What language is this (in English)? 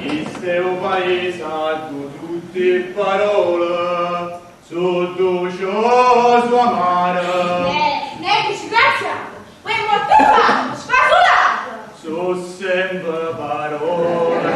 Neapolitan